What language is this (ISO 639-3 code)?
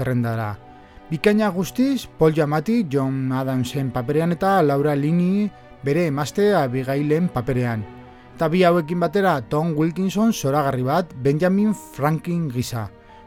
eus